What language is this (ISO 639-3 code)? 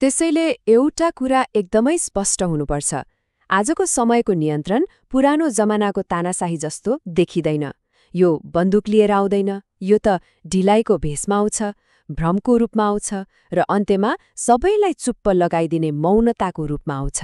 nep